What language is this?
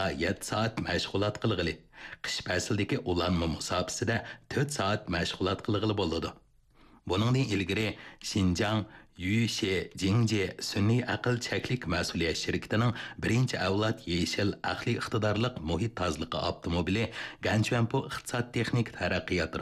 Uyghur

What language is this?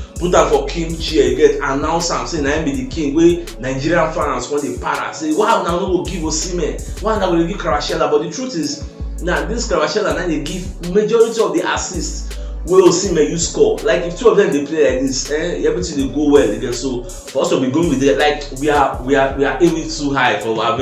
Nigerian Pidgin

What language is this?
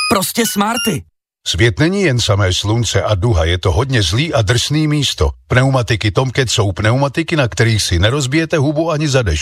Czech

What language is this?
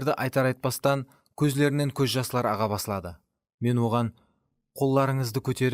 Kara-Kalpak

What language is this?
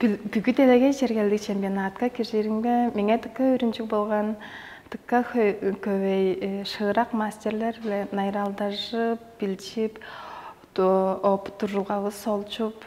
Tuvinian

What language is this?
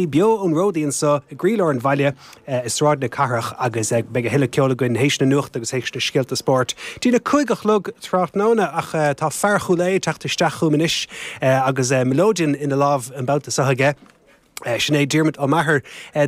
Irish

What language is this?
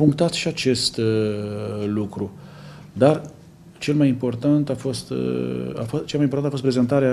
Romanian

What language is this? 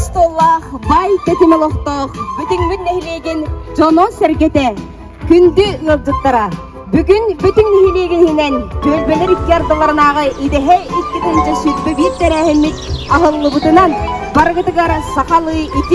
Yakut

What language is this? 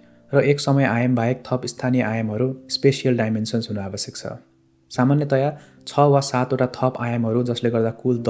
Nepali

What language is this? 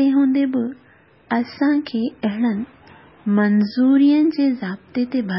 Sindhi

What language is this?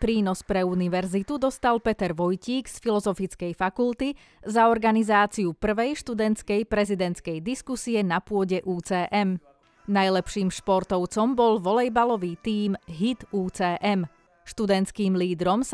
Slovak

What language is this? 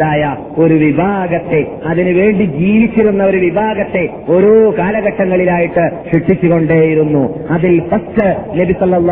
Malayalam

